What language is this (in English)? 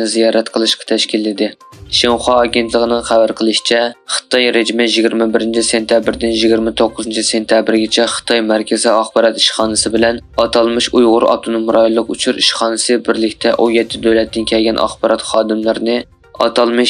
Uyghur